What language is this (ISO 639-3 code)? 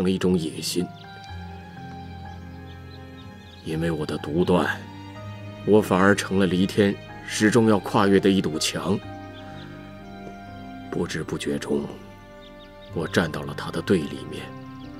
zho